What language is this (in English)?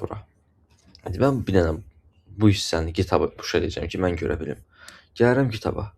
Azerbaijani